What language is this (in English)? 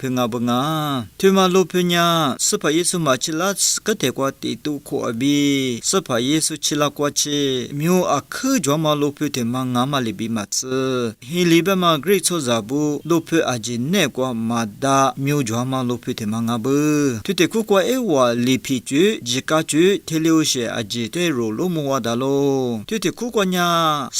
Lisu